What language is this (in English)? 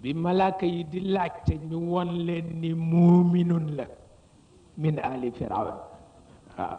Wolof